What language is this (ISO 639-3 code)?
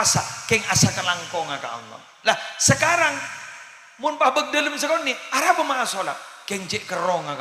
mad